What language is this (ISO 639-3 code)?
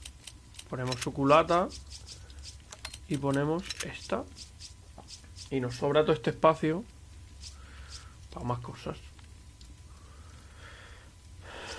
spa